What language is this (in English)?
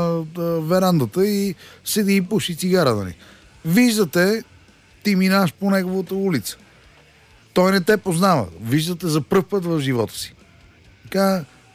Bulgarian